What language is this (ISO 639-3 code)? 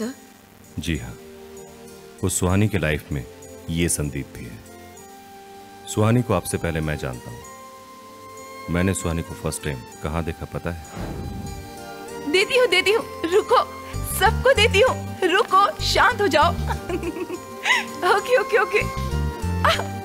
hin